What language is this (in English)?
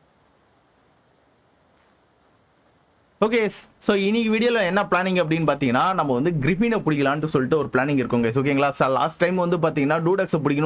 Tamil